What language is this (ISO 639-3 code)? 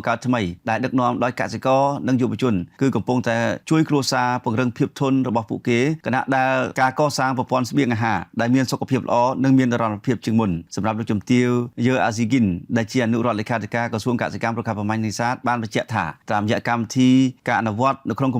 khm